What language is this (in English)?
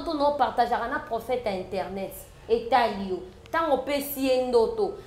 Lingala